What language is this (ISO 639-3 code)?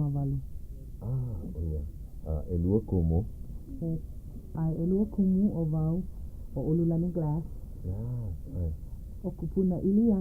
haw